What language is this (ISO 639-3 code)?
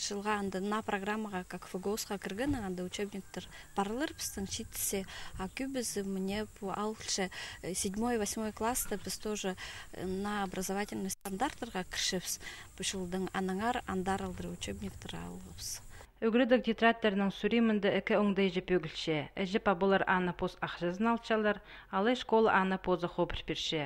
kjh